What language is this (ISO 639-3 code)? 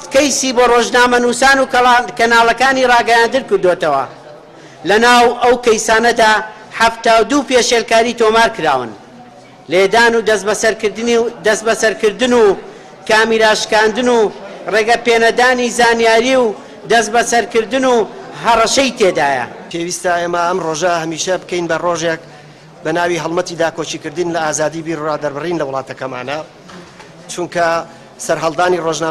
kur